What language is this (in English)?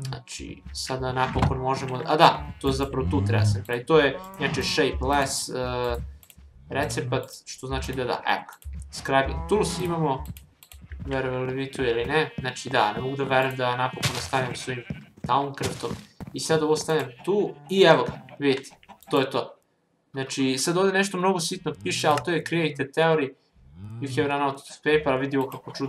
Serbian